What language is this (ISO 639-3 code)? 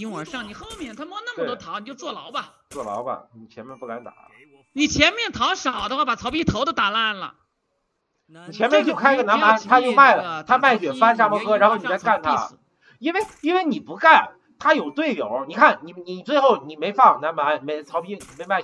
zho